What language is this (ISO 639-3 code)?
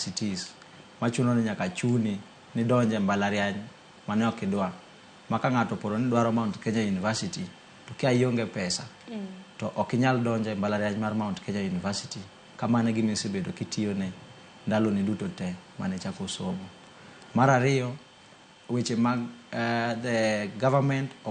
luo